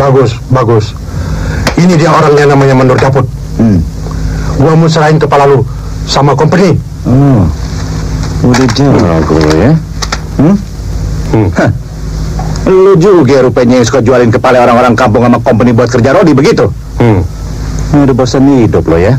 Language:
Betawi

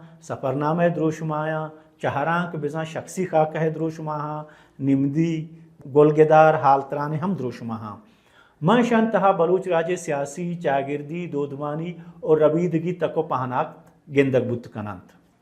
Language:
Baluchi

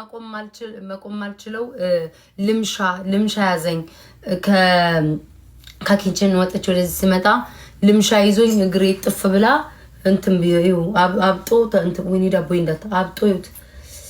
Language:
Amharic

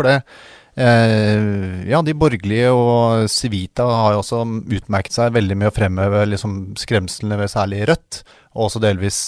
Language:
Norwegian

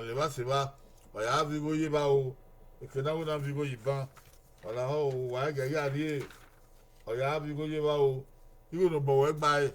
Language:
Bini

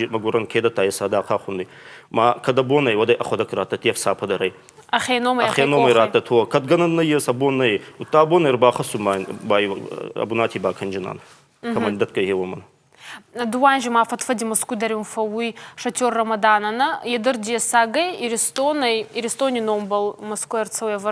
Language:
Ossetic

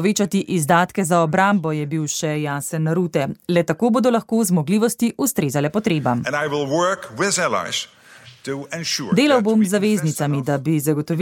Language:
Slovenian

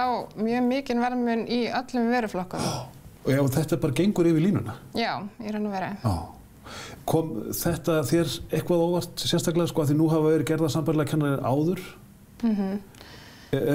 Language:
Icelandic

